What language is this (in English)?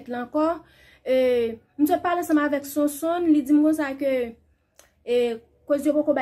Haitian Creole